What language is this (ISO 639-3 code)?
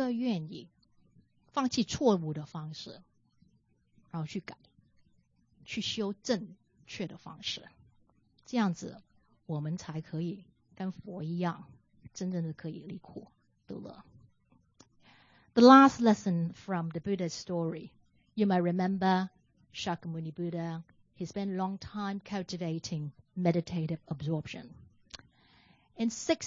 zho